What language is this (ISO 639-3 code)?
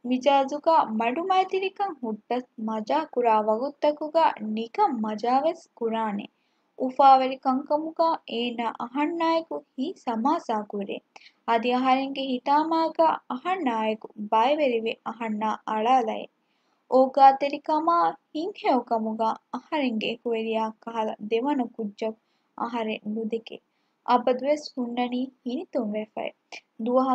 div